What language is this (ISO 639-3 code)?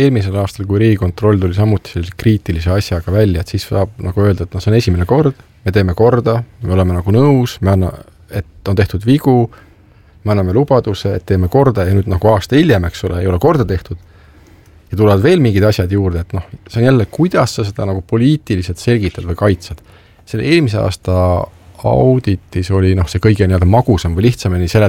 est